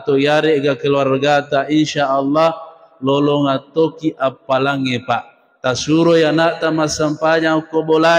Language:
Buginese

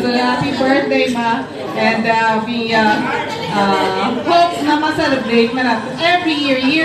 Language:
Hiligaynon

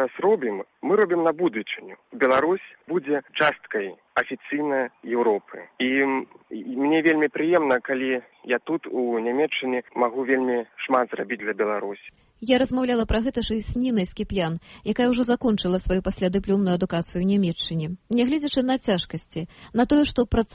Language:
Belarusian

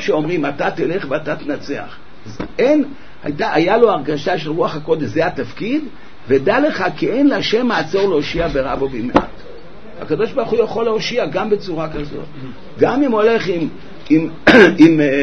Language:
Hebrew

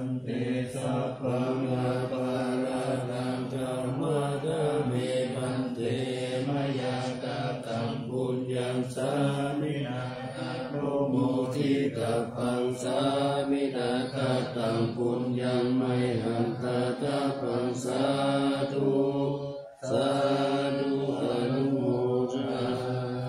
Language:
Pali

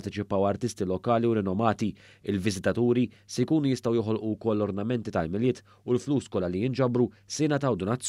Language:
Maltese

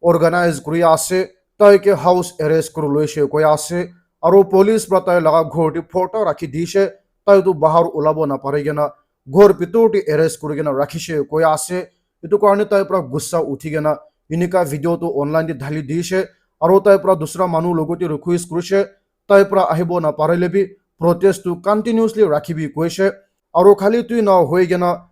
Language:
Naga Pidgin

